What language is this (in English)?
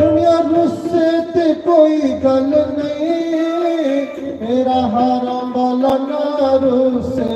Dogri